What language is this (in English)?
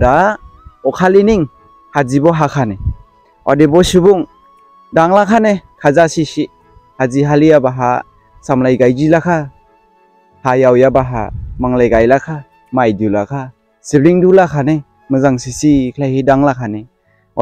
Dimasa